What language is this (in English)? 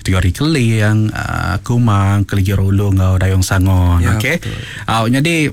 Iban